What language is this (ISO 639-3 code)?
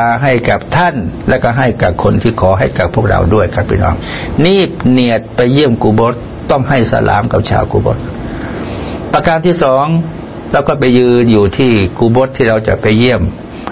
tha